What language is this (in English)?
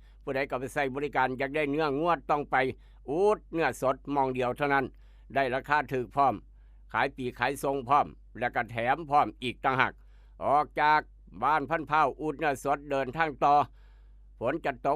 Northeastern Thai